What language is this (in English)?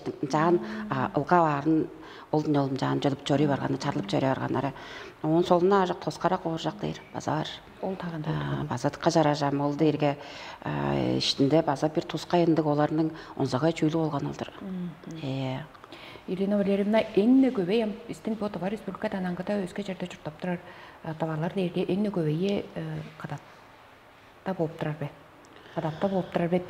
Tuvinian